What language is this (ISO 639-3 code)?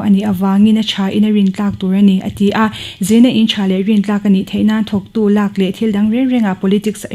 lus